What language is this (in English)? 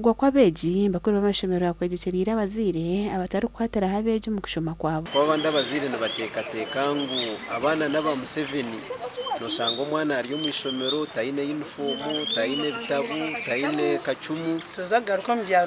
Nyankole